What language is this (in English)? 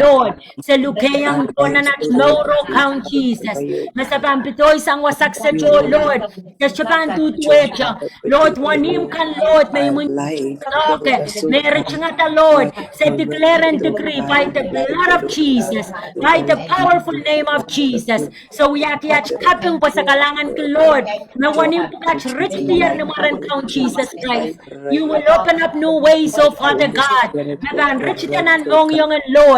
Pohnpeian